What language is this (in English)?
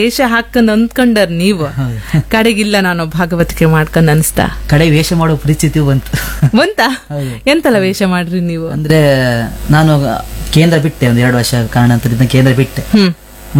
Kannada